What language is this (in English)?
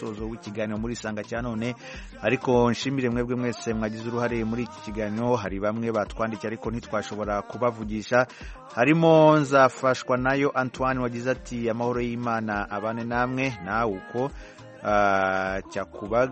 Kinyarwanda